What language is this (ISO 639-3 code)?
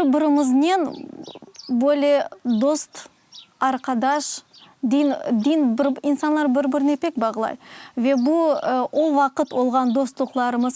crh